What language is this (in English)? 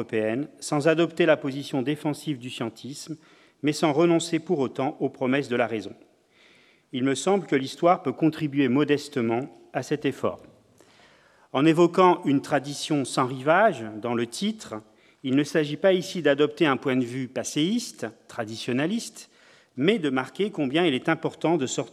French